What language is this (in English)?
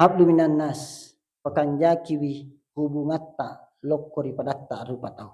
Buginese